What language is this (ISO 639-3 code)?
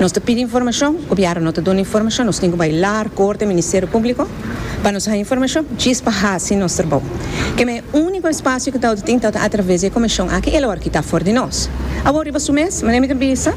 pap